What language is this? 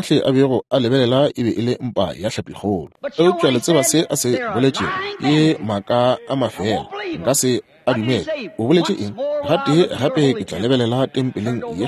Northern Sotho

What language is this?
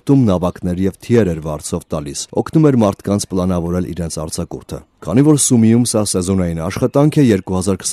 Armenian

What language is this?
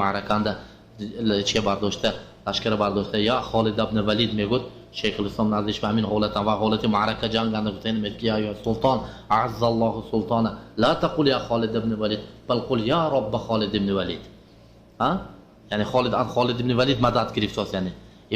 Tajik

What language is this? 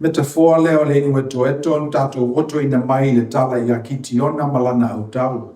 Samoan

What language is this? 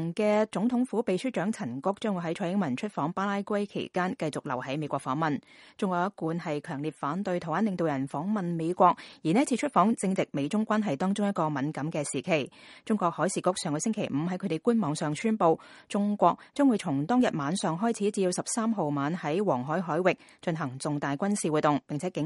Cantonese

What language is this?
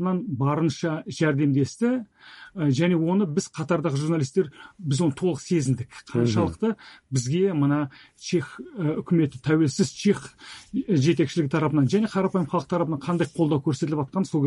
Kazakh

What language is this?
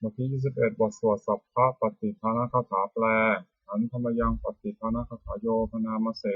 Pali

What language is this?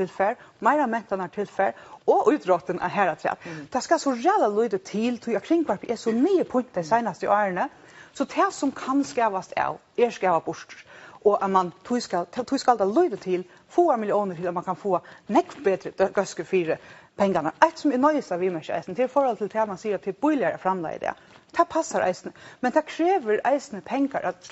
Faroese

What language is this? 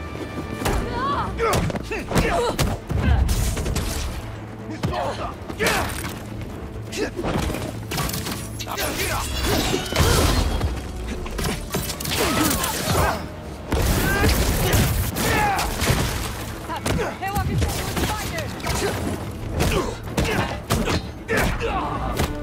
Portuguese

